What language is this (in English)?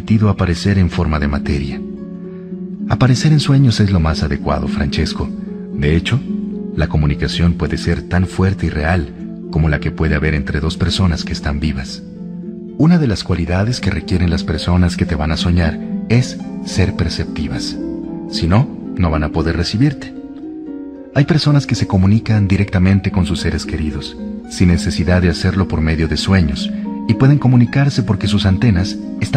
Spanish